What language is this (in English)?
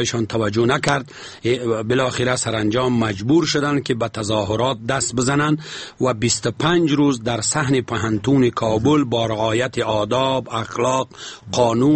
Persian